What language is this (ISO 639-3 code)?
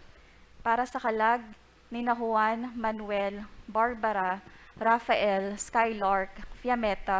bik